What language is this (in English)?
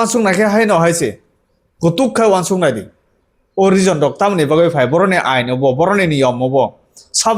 Kok Borok